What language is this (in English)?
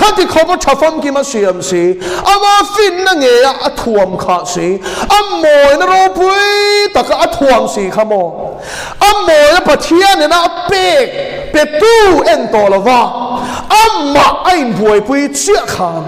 Mizo